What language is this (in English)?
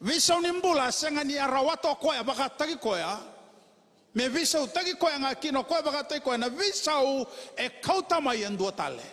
Fijian